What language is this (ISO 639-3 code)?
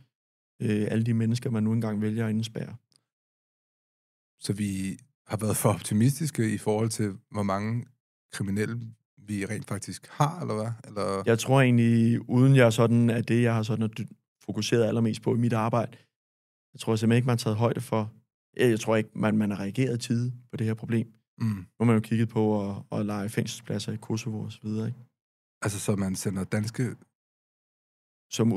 dan